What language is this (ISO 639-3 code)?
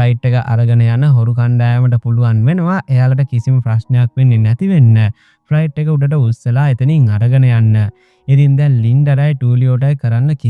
sin